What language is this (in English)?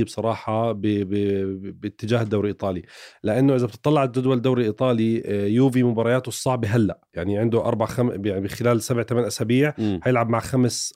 North Levantine Arabic